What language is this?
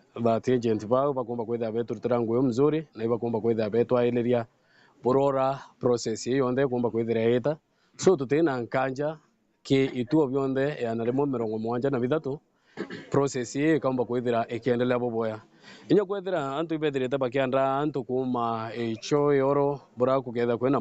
Meru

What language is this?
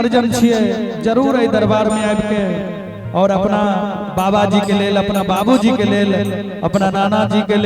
Maithili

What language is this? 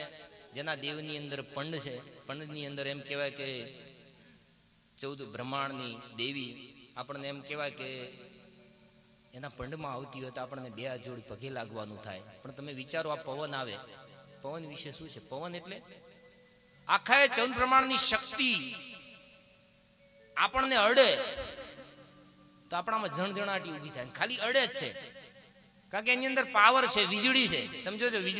Gujarati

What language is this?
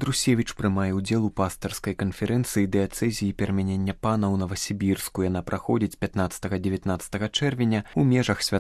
Belarusian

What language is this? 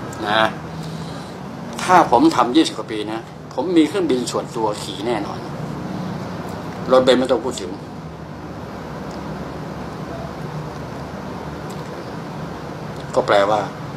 Thai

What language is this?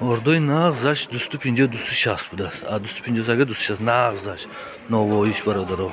Tajik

